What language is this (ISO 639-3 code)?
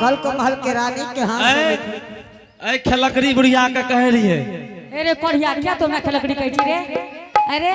anp